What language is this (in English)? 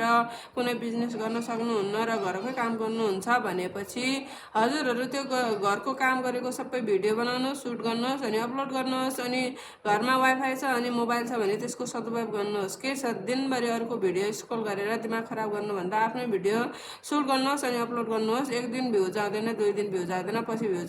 Nepali